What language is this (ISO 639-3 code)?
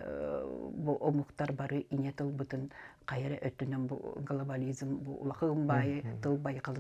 sah